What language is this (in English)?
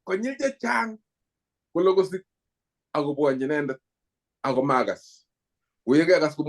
Kalenjin